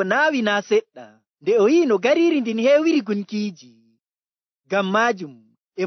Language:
Nigerian Fulfulde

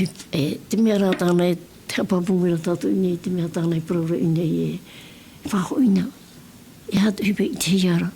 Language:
Tahitian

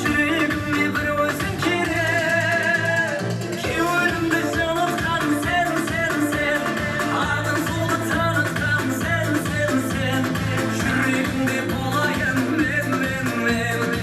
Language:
Kara-Kalpak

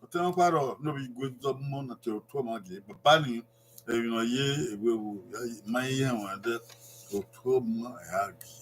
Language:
Bini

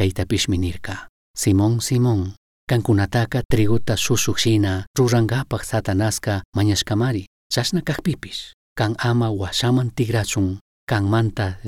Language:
Chimborazo Highland Quichua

